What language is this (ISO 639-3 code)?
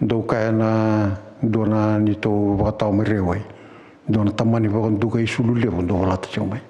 fij